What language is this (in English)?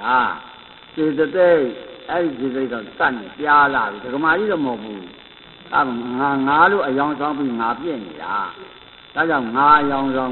Burmese